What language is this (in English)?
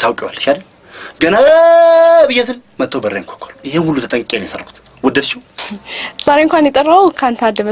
Amharic